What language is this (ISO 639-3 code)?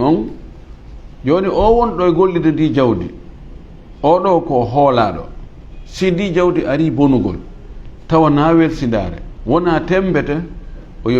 ful